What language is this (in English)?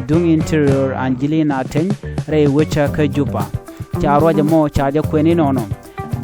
Nuer